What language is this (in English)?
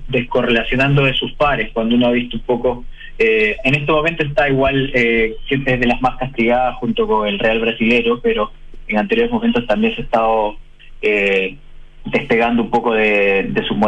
Spanish